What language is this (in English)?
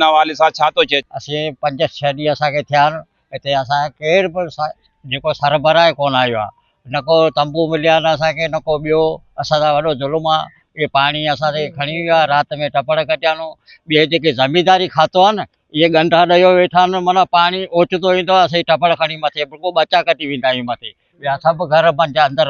Sindhi